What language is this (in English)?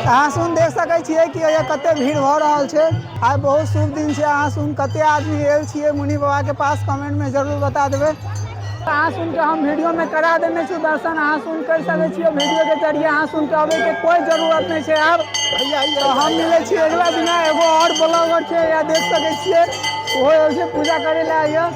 Maithili